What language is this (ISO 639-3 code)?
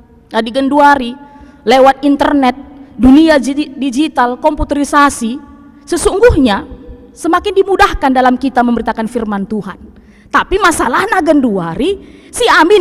btx